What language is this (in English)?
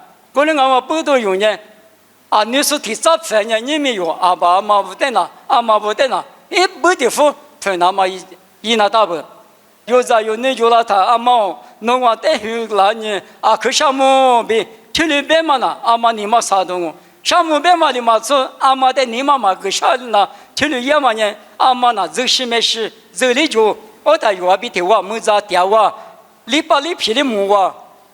Lisu